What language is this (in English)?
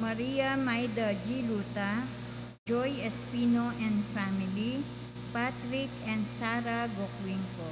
Pampanga